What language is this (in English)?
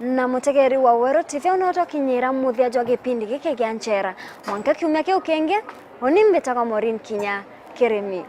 Meru